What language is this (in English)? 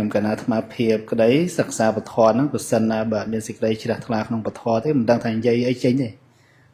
Khmer